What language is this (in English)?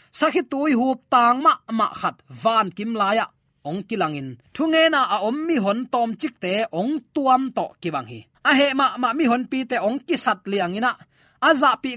Tedim Chin